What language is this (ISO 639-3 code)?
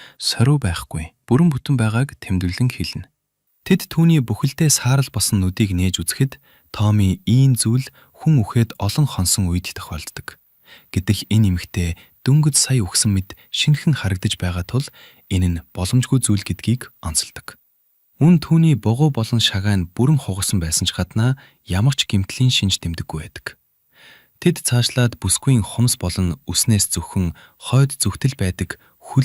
mon